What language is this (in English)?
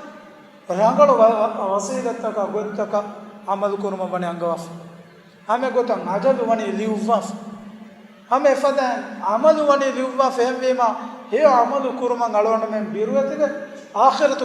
Divehi